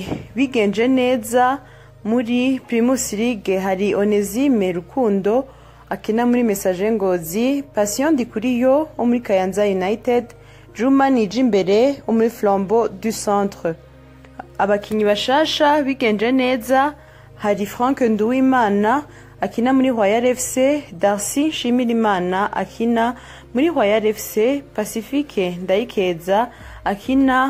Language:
Rundi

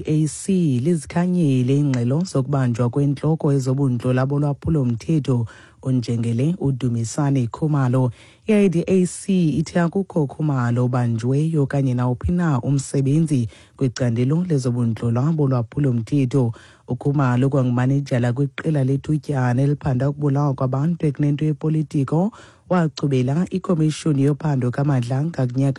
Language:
Xhosa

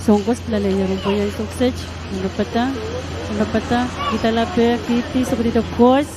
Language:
Pohnpeian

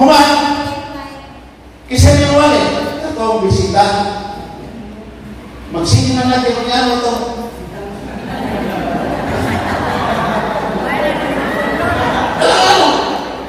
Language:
Filipino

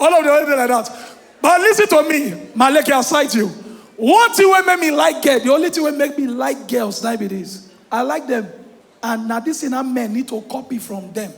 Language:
Nigerian Pidgin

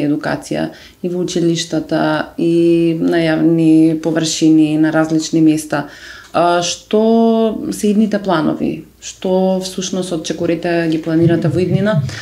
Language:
Macedonian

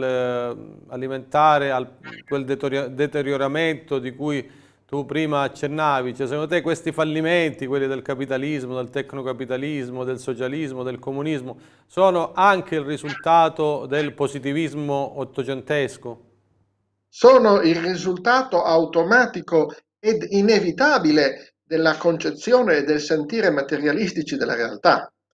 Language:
Italian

